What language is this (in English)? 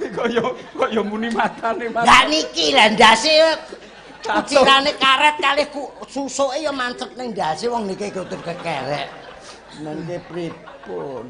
Javanese